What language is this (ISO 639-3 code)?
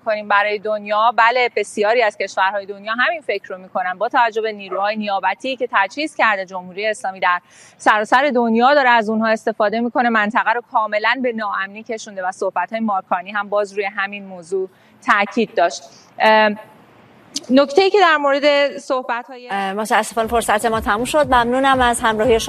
fas